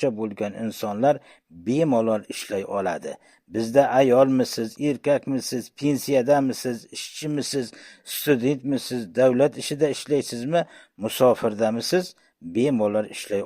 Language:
Uzbek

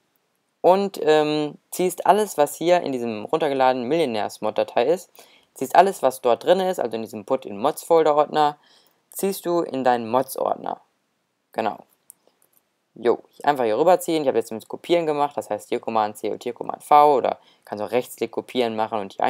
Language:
German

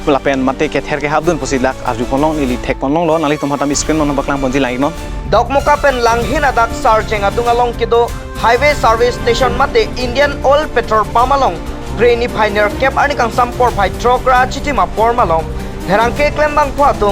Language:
Karbi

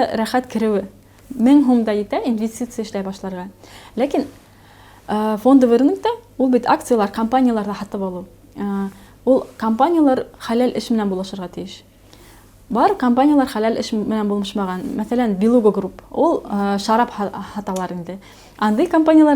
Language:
Bashkir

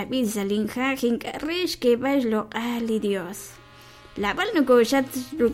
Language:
Kekchí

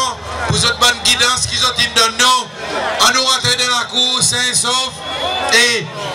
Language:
Seselwa Creole French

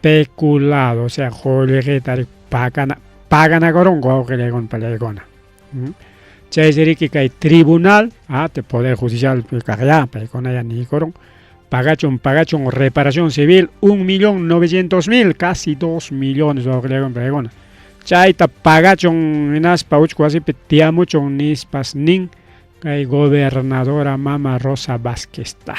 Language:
Ayacucho Quechua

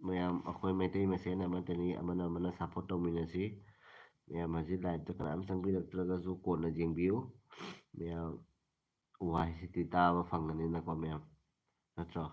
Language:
Manipuri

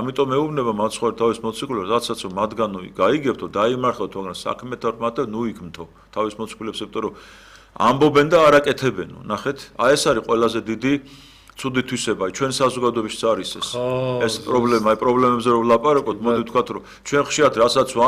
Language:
Georgian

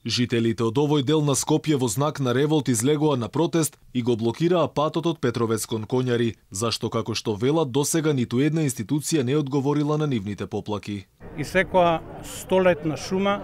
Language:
Macedonian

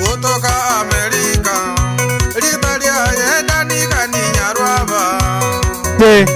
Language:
Gusii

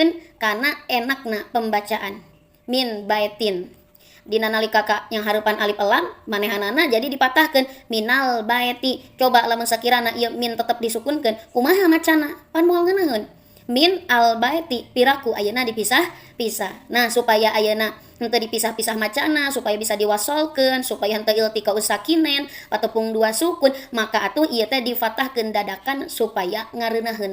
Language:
Sundanese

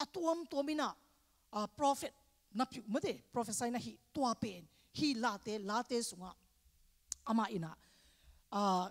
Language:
Tedim Chin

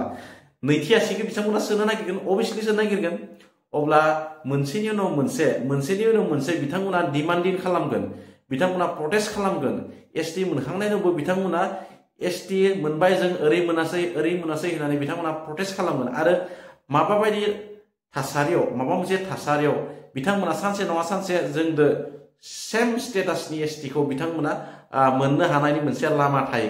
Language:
Bodo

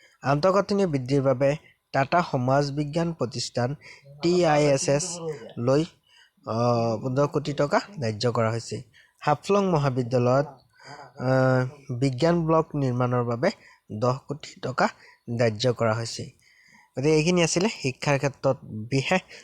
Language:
Assamese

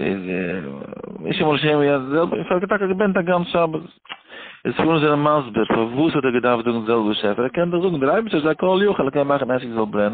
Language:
Yiddish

